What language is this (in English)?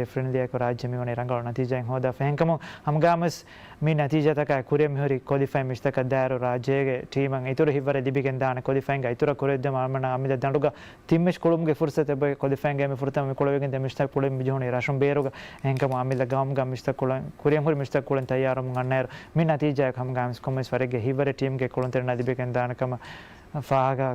Divehi